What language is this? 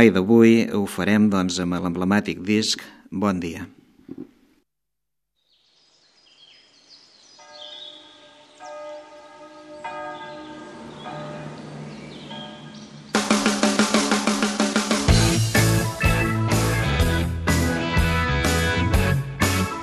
Catalan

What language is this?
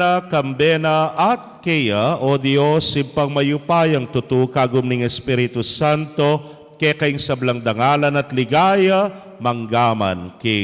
Pampanga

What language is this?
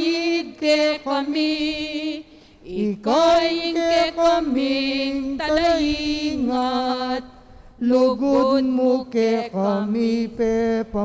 Pampanga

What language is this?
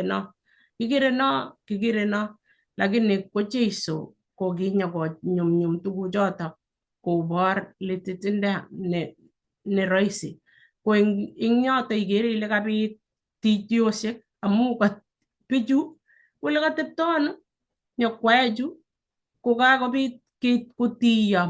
Kalenjin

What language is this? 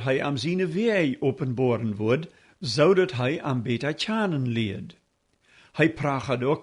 Plautdietsch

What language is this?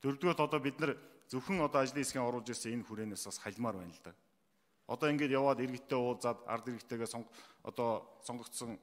Mongolian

